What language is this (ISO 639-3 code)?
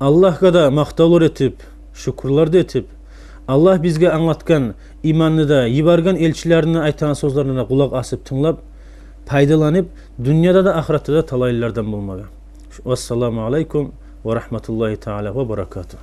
kum